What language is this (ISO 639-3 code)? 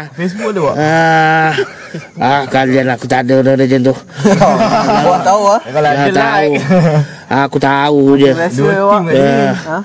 msa